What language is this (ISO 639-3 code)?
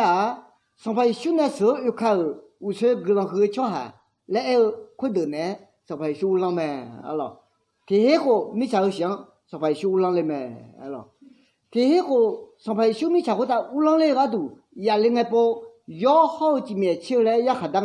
ahk